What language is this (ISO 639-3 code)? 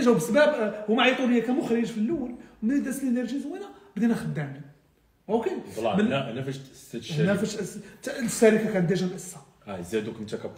ary